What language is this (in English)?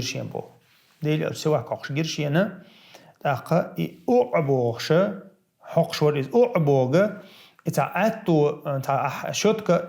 Chechen